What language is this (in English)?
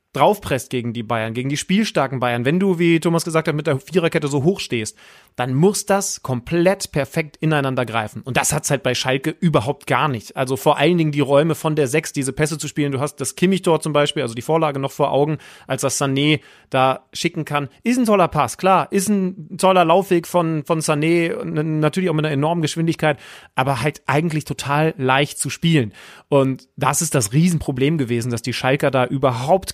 German